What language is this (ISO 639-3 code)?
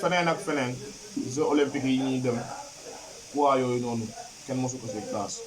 wol